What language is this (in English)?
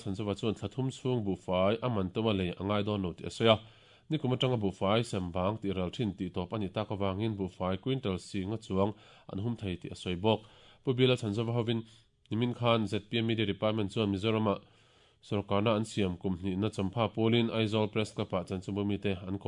Mizo